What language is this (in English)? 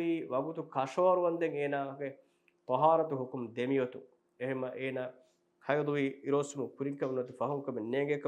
Divehi